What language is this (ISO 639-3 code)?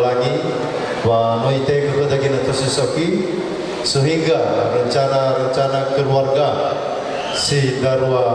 nia